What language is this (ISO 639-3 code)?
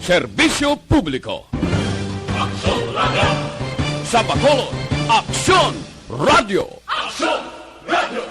hil